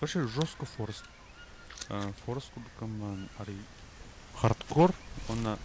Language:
Yakut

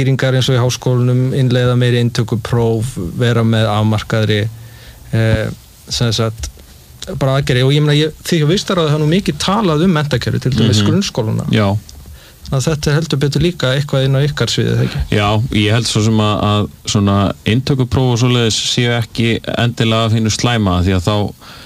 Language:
Icelandic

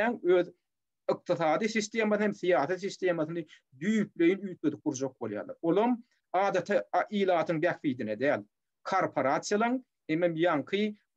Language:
Turkmen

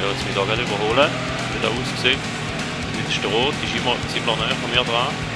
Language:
Swiss German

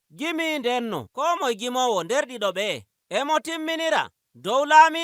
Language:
Nigerian Fulfulde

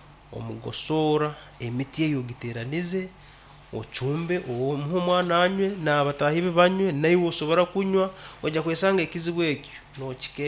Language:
Nyoro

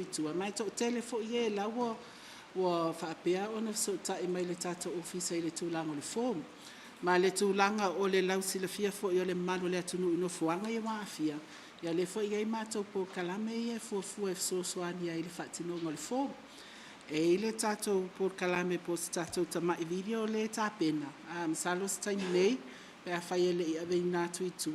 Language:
Samoan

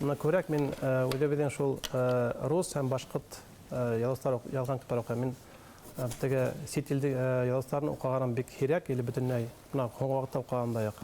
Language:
Bashkir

